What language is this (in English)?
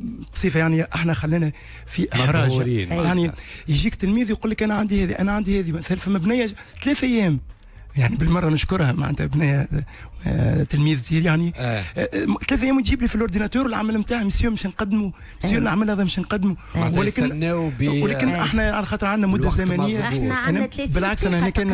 Tunisian Arabic